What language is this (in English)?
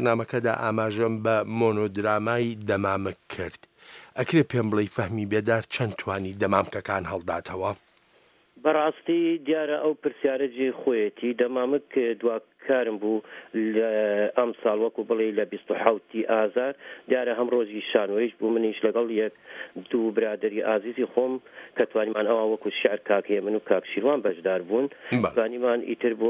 Central Kurdish